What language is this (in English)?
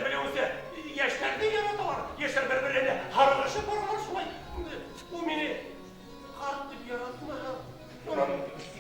Bashkir